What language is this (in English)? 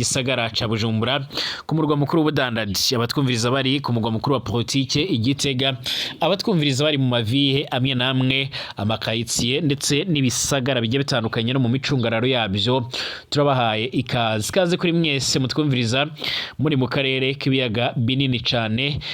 Rundi